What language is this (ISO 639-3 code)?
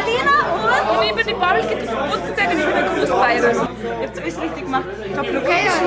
bar